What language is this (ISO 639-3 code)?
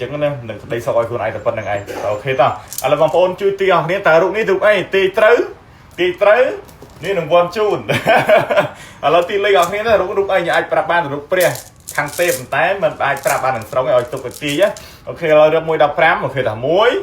khm